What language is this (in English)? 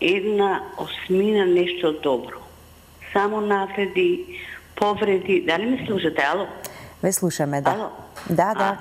Macedonian